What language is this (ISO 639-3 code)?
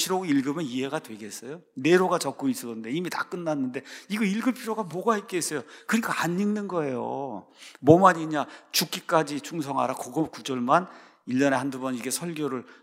kor